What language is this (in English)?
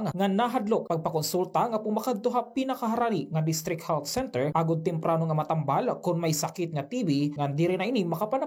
Waray